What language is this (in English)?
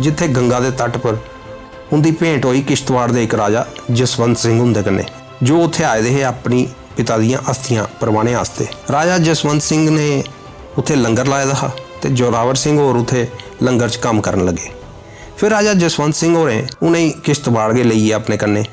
Dogri